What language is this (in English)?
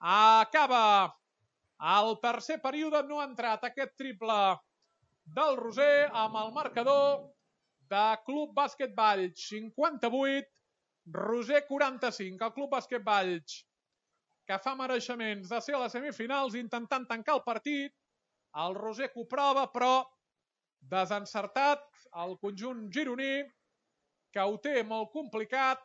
Catalan